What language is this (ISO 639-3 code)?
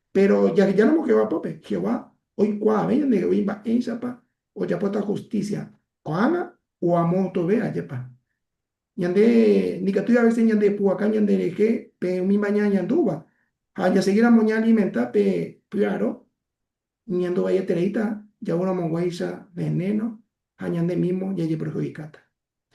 grn